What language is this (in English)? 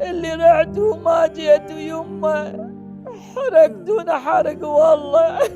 Mesopotamian Arabic